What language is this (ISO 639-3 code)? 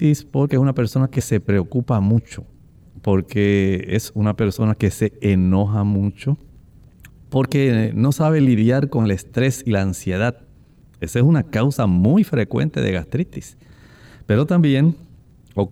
spa